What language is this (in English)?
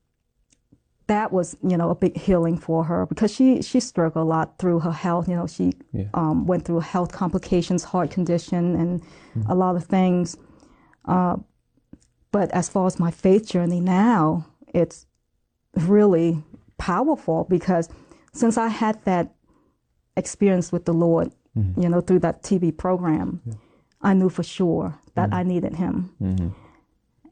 English